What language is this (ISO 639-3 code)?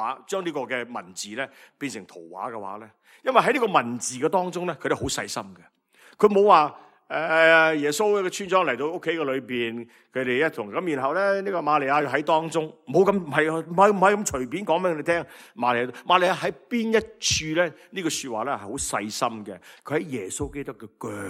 yue